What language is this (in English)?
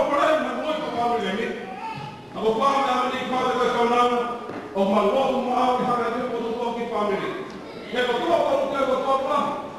Tongan